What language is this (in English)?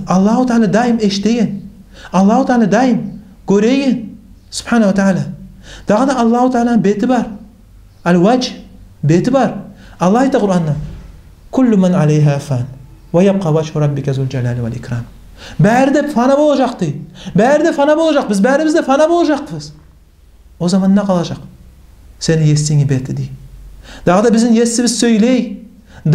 Kumyk